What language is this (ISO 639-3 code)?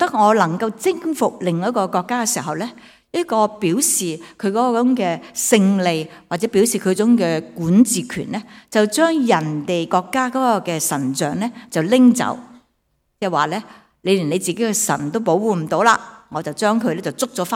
yue